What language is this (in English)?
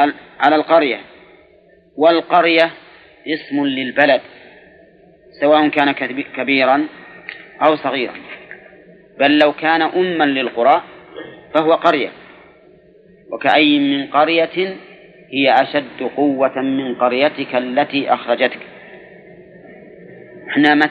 Arabic